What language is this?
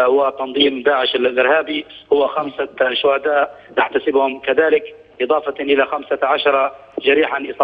Arabic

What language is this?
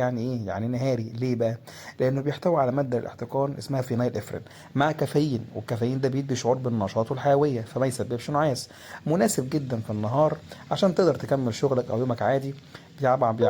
Egyptian Arabic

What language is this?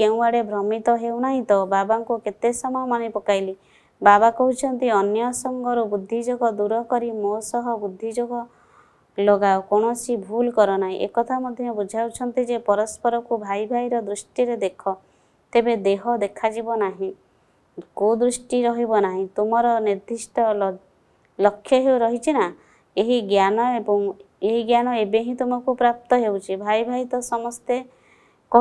Odia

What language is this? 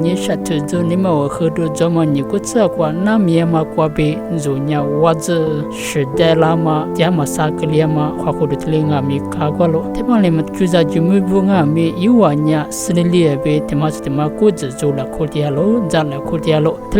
Lisu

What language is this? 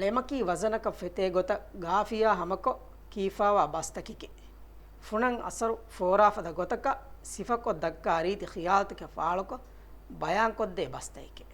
Divehi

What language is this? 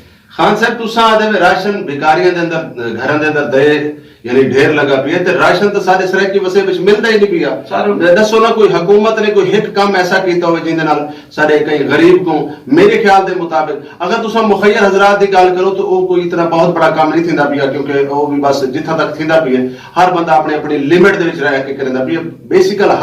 Saraiki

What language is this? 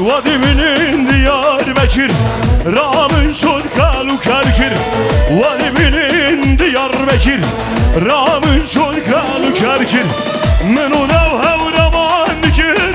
Kurdish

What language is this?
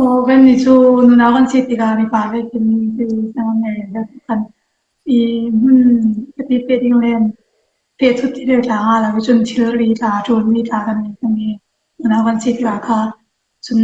Falam Chin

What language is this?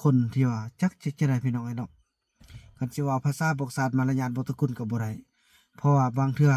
Lao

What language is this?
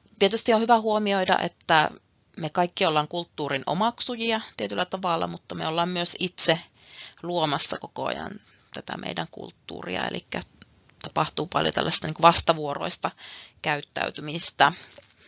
Finnish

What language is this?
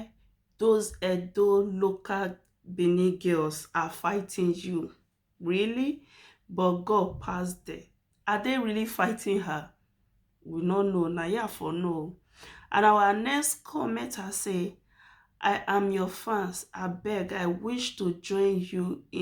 Nigerian Pidgin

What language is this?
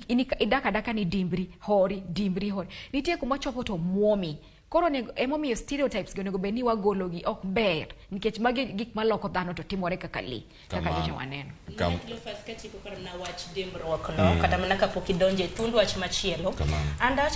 Luo (Kenya and Tanzania)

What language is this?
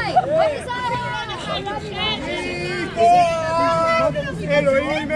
Hebrew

